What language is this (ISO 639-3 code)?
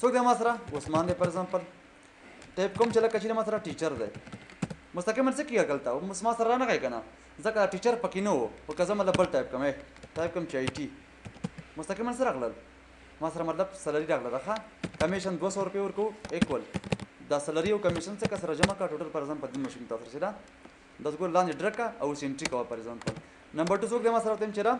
pus